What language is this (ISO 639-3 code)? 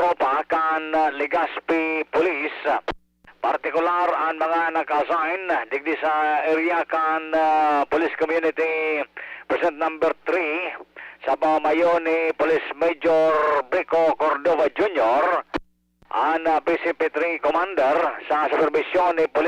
bik